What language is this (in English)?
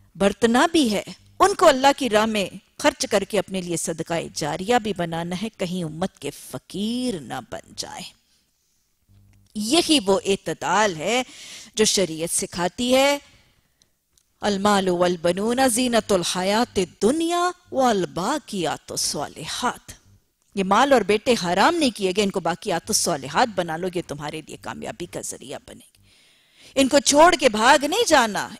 Urdu